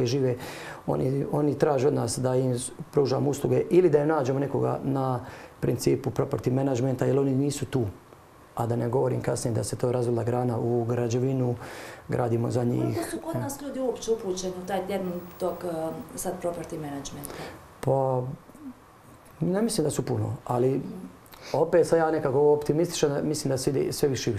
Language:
Croatian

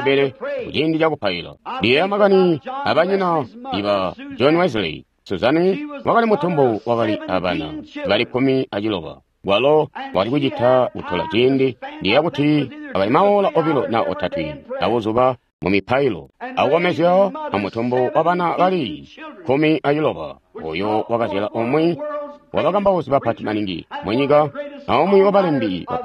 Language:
Tonga (Zambia)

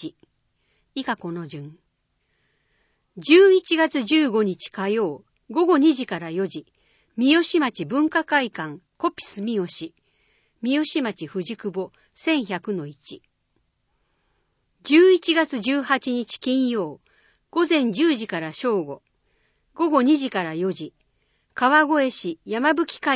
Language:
Japanese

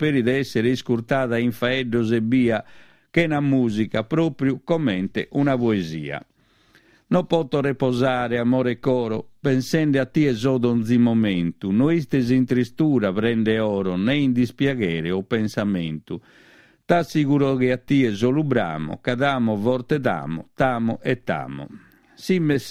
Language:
Sardinian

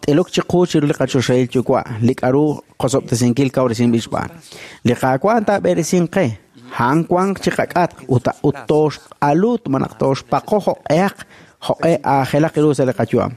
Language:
Kekchí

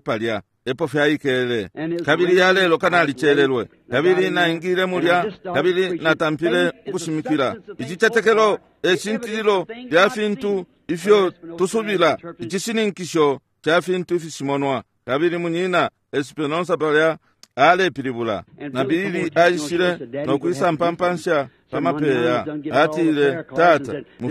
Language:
Bemba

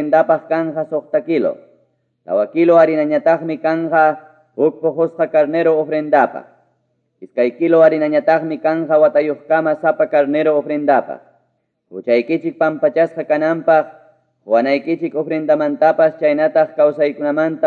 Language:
Ayacucho Quechua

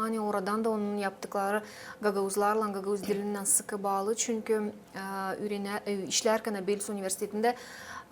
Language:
Gagauz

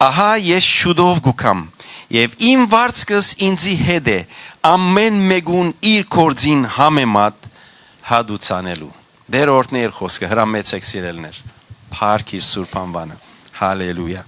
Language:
Western Armenian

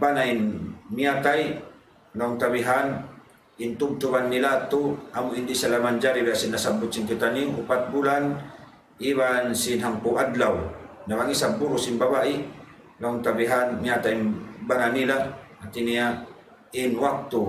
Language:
Tausug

